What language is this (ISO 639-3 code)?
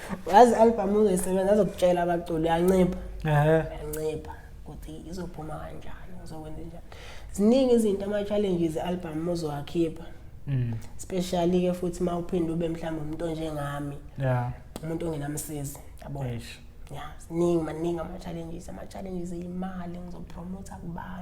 zul